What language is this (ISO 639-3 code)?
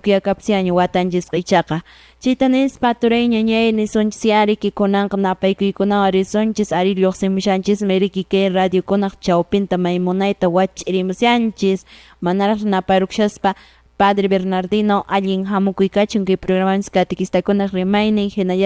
que